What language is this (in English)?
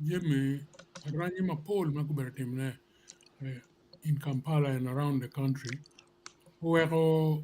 Acoli